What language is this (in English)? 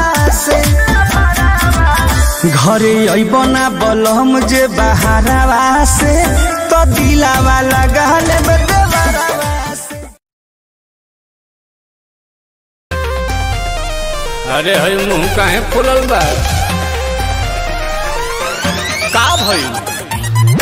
Bhojpuri